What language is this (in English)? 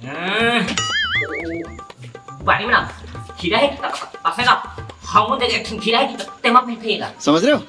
Chhattisgarhi